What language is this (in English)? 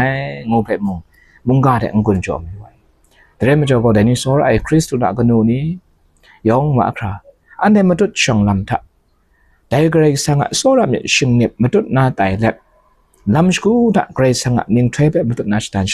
Kachin